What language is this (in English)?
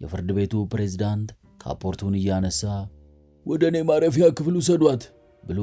Amharic